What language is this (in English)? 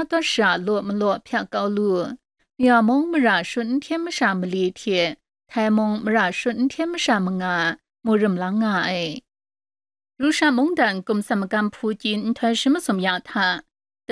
Kachin